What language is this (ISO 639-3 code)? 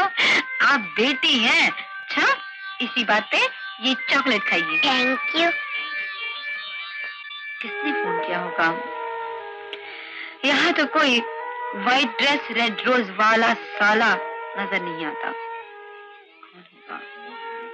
hin